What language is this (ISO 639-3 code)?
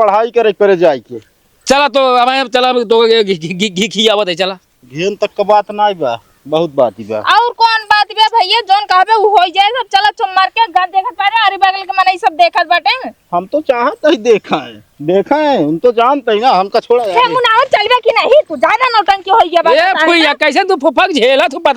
awa